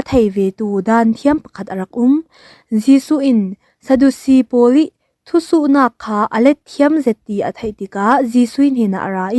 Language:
Falam Chin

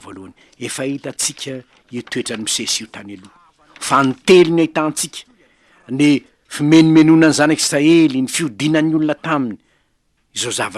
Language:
Malagasy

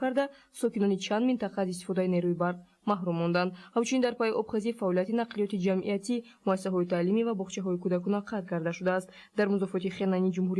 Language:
Tajik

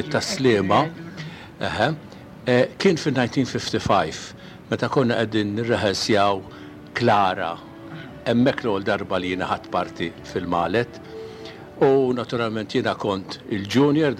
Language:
Maltese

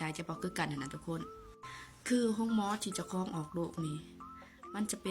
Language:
Lao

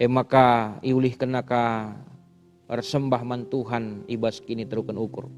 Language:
Batak Karo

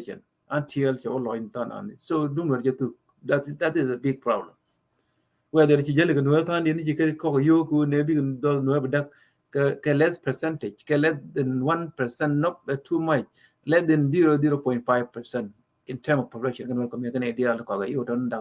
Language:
Nuer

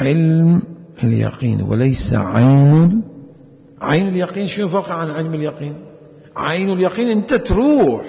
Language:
Mesopotamian Arabic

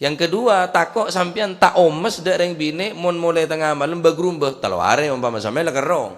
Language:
Madurese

